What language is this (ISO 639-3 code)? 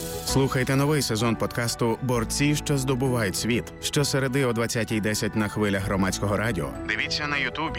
ukr